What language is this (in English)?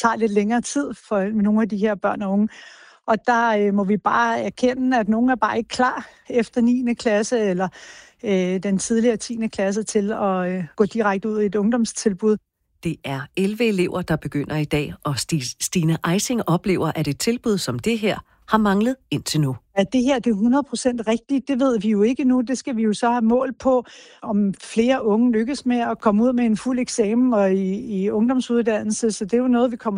Danish